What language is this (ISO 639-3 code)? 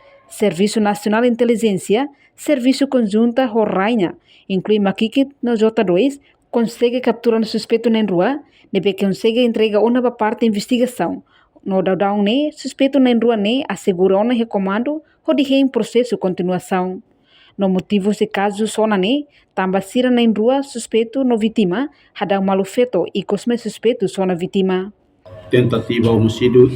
tet